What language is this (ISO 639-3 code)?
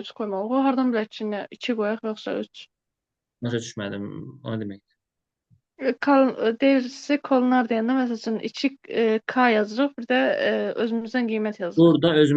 aze